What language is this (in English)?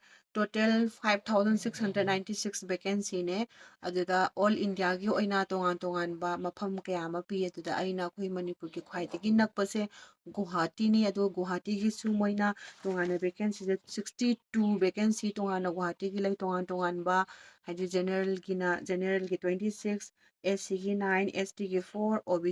Manipuri